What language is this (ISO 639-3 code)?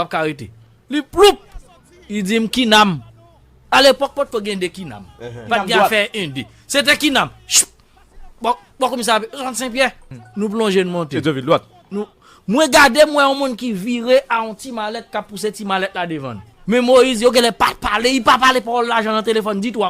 hat